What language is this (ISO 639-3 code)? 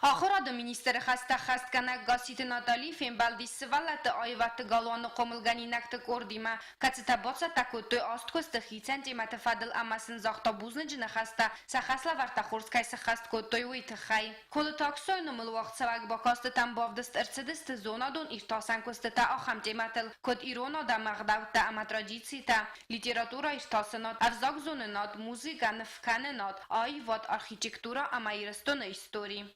oss